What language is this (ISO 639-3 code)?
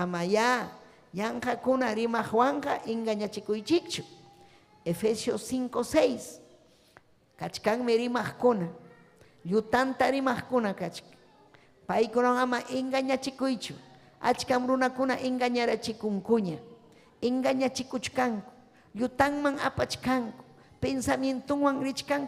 quy